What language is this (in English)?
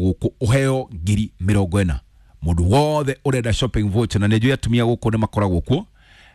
Kikuyu